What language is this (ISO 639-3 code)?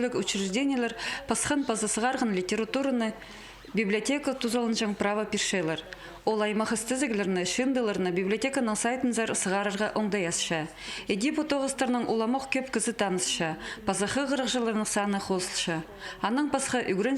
kjh